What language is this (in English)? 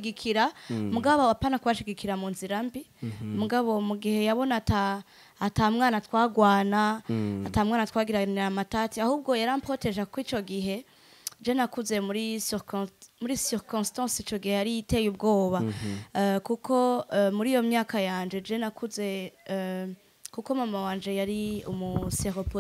Rundi